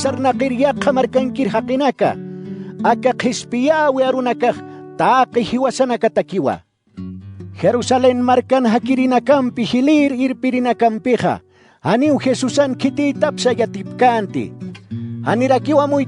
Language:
Aymara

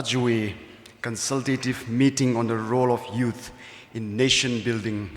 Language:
Tangkhul Naga (India)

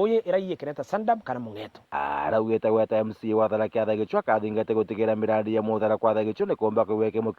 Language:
Meru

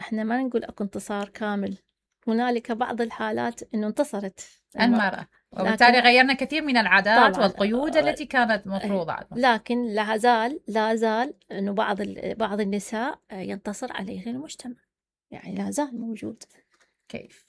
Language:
Mesopotamian Arabic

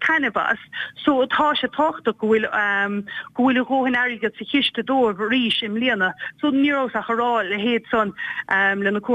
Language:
Irish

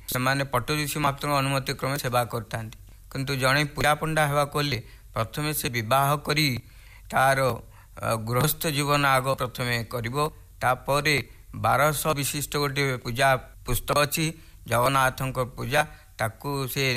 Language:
Odia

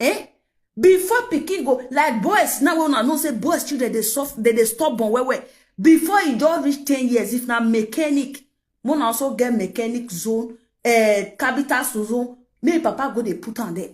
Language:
Nigerian Pidgin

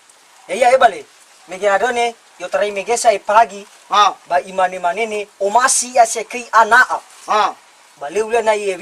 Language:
Nias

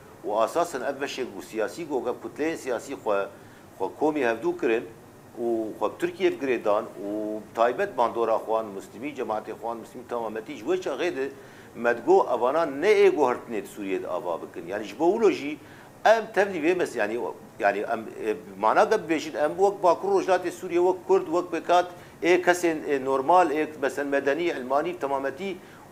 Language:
Kurdish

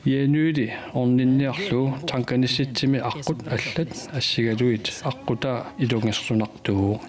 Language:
Kalaallisut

